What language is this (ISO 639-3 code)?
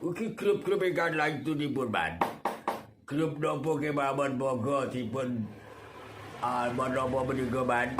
jav